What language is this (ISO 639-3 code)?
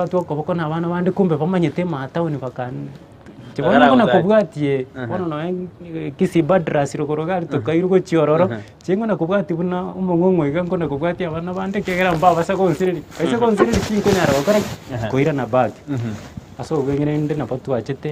guz